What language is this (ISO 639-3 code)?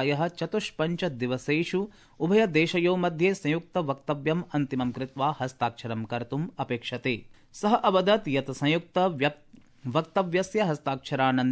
san